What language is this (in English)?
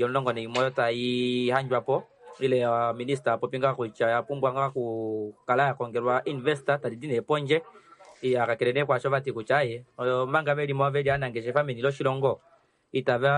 Kuanyama